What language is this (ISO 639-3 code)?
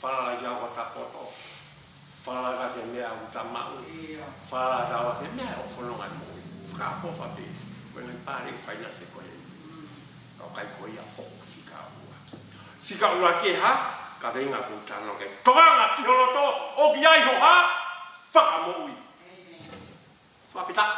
ton